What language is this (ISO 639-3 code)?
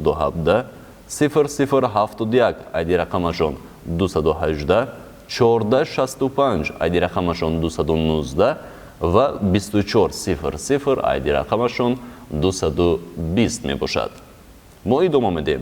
tgk